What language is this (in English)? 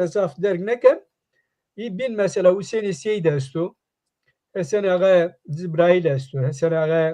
Zaza